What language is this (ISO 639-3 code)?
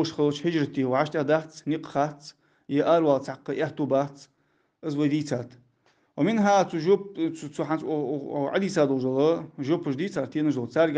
inh